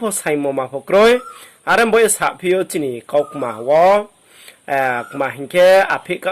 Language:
Riang (India)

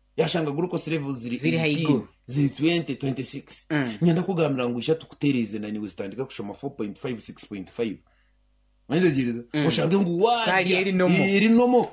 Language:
Nyankole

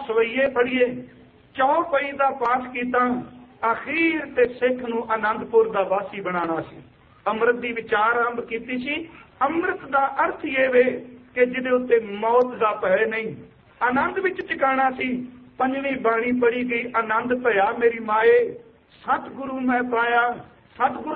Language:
Punjabi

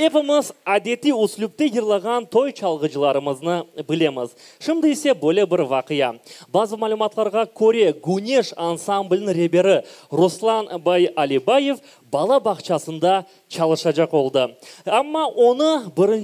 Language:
Crimean Tatar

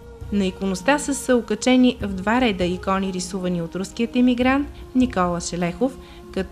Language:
Bulgarian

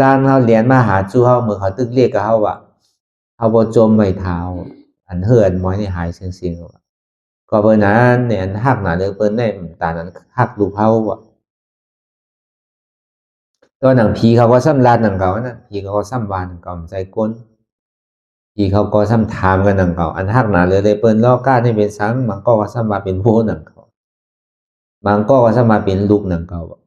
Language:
Shan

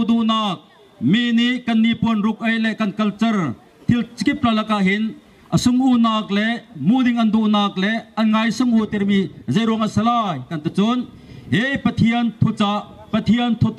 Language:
Bawm Chin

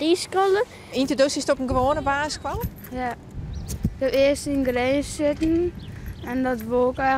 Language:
Western Frisian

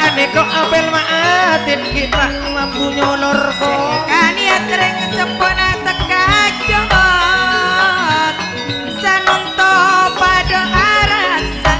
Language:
Madurese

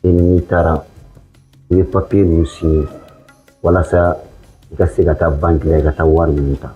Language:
Bambara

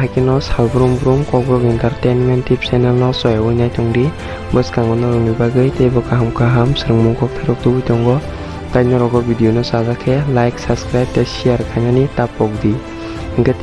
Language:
Kok Borok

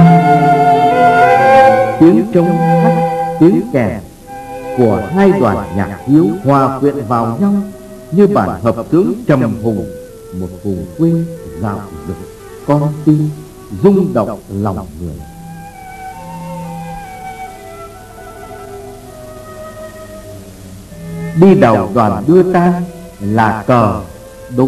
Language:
Vietnamese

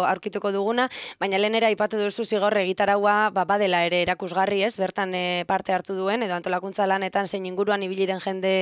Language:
Basque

